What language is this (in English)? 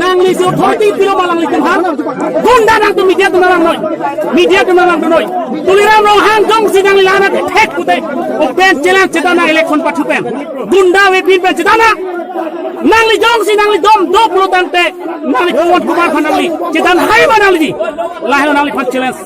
Karbi